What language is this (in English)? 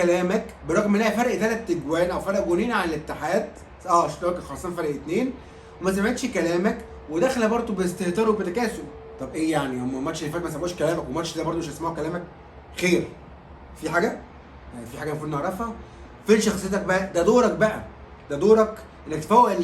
Egyptian Arabic